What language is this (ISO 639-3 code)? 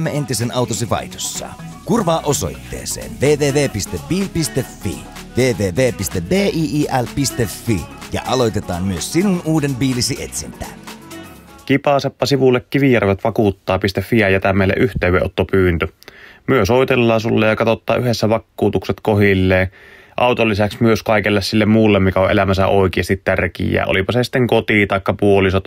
fin